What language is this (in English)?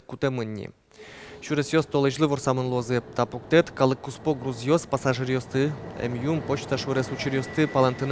Udmurt